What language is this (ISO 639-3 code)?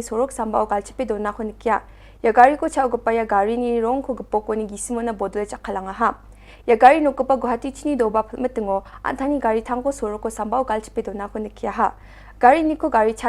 grt